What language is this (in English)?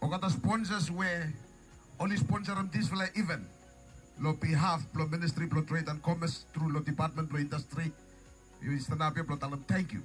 Bislama